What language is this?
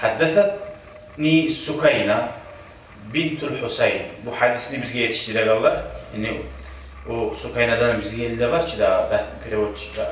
Kumyk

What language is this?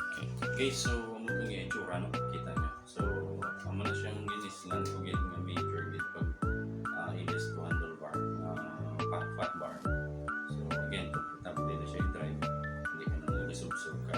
Hiligaynon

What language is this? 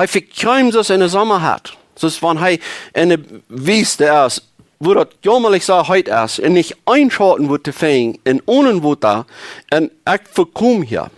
Plautdietsch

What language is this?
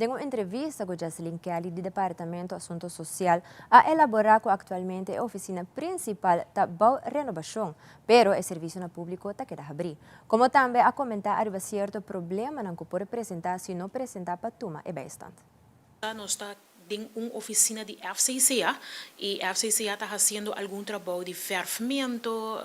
Papiamento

